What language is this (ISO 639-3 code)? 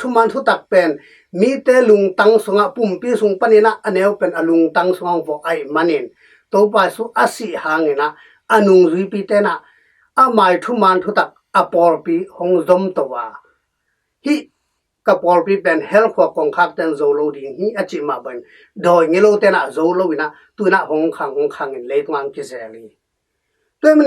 ctd